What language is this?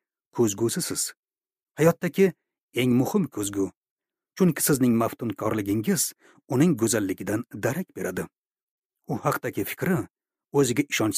Uzbek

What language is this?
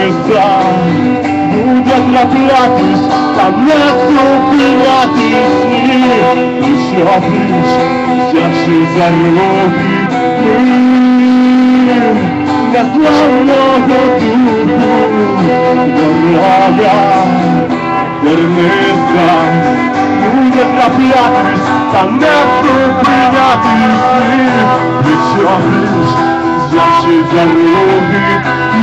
Ukrainian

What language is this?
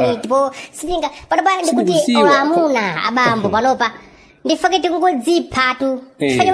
Nyanja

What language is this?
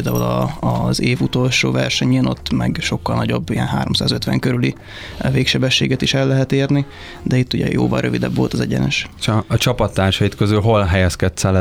Hungarian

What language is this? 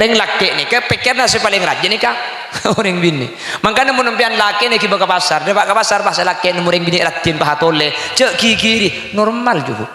Madurese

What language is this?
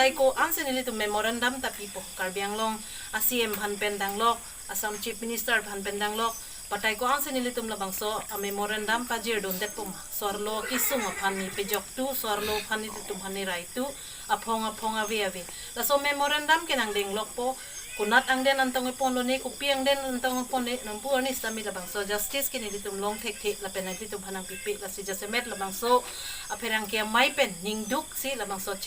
Karbi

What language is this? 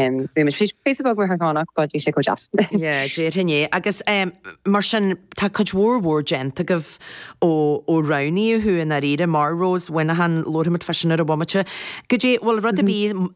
Irish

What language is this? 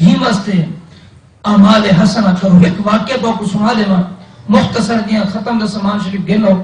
Saraiki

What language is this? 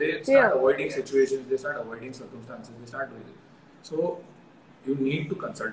English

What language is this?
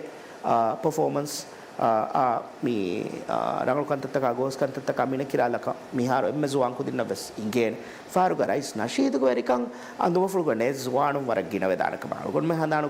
Divehi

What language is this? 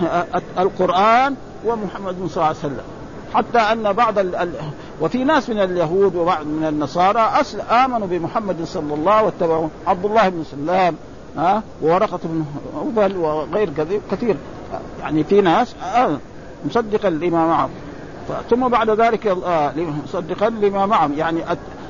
Arabic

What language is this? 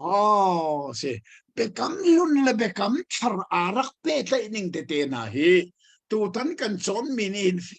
Hakha Chin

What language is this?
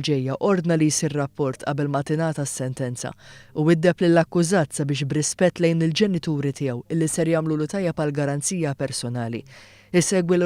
Maltese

